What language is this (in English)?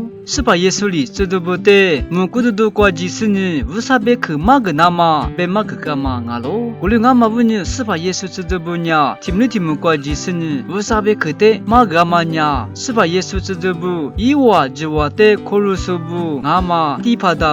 Lisu